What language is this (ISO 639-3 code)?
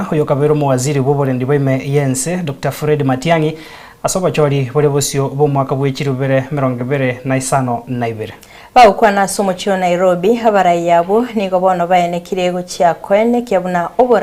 guz